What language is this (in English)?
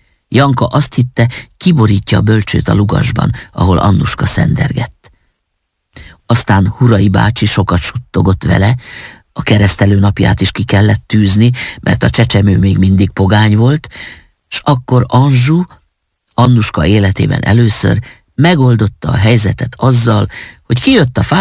Hungarian